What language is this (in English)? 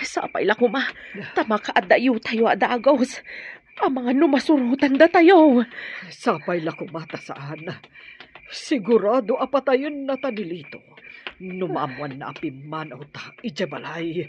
Iloko